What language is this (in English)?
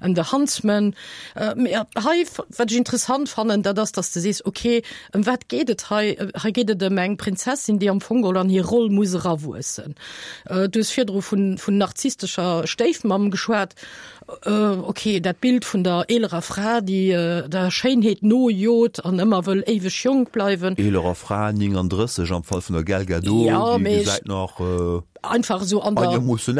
Luxembourgish